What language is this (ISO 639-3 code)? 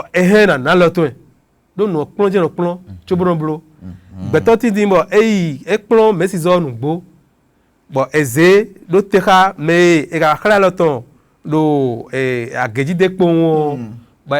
fon